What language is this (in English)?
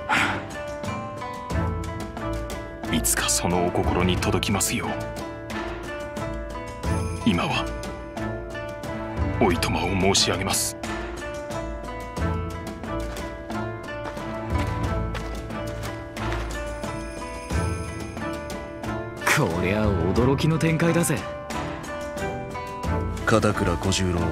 Japanese